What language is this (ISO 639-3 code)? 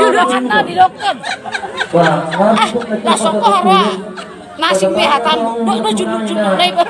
bbc